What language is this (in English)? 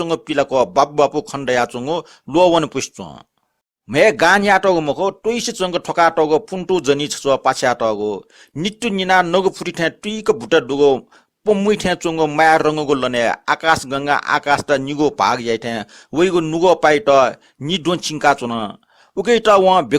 Newari